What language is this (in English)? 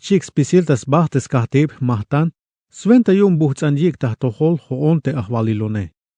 Tzeltal